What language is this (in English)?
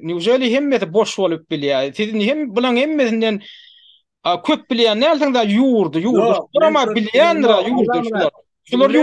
Turkmen